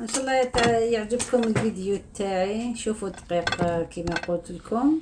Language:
Algerian Arabic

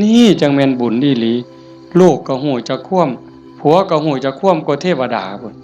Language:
Northeastern Thai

